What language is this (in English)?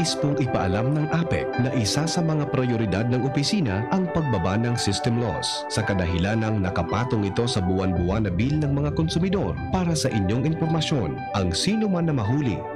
Bikol